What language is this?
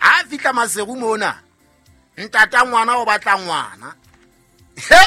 Southern Sotho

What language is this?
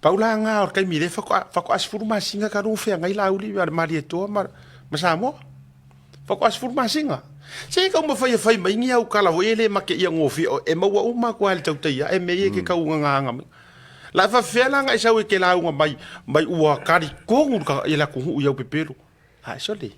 Samoan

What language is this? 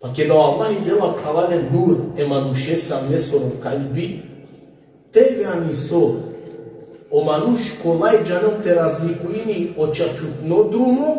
Balkan Romani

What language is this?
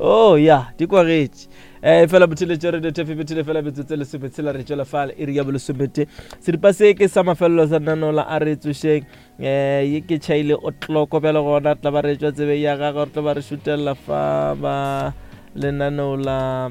Northern Sotho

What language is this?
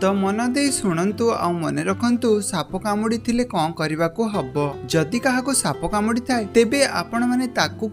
Odia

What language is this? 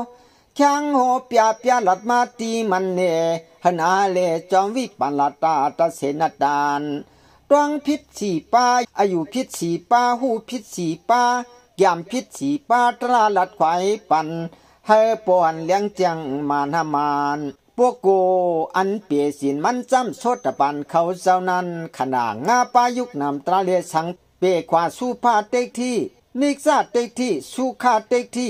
Shan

